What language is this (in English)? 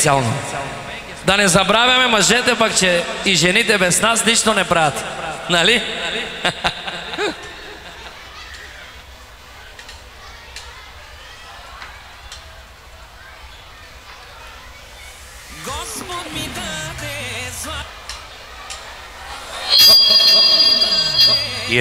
Bulgarian